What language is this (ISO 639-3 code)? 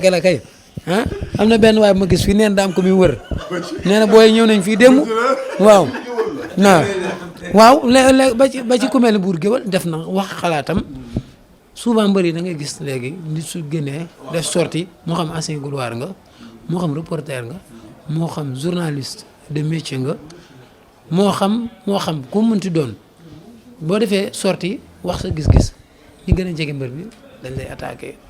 wol